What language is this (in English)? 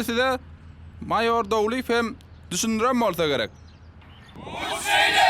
Turkmen